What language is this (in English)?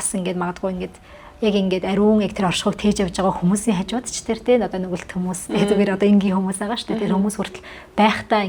Mongolian